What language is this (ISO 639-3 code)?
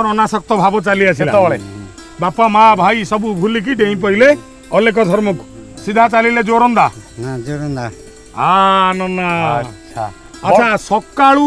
ori